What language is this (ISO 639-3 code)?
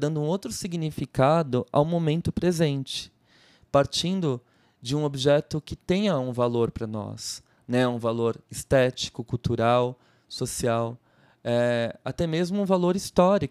por